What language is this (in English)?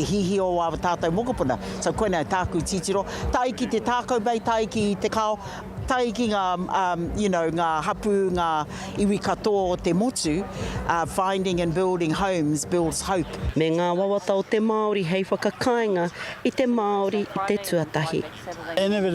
Māori